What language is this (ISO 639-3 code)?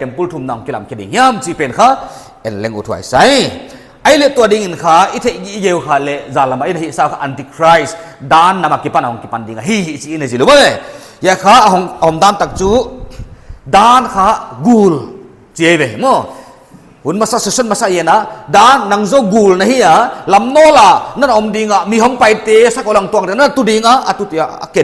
pck